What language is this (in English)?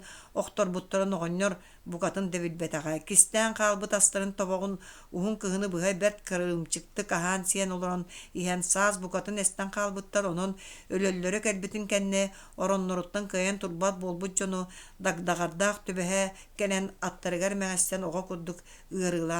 Yakut